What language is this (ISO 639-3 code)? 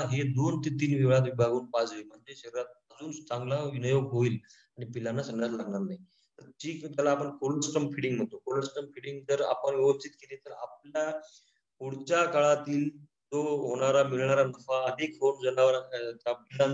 mar